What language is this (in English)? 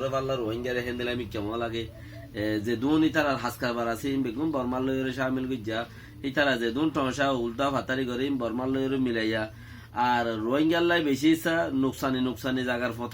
Rohingya